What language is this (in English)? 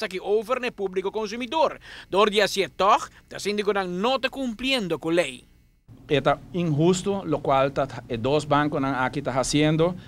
Papiamento